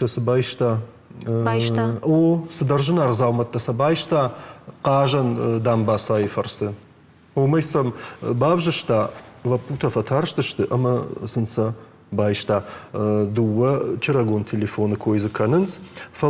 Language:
Ossetic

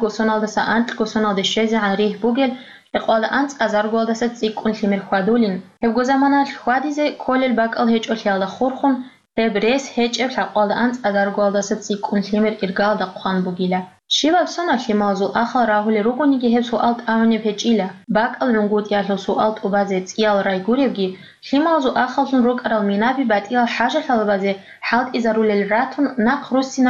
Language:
Avaric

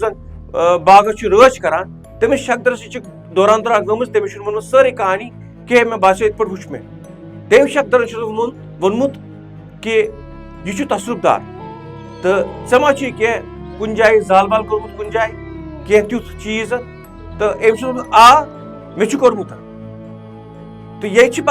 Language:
Kashmiri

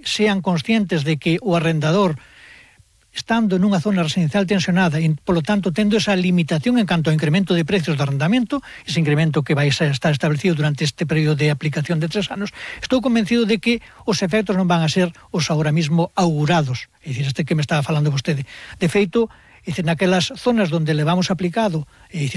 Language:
Galician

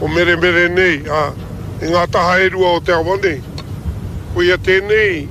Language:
Māori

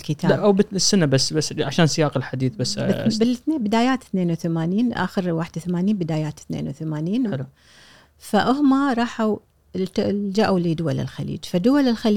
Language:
Gulf Arabic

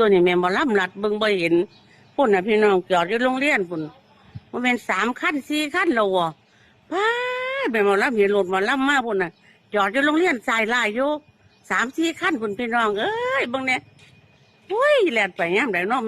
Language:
Northeastern Thai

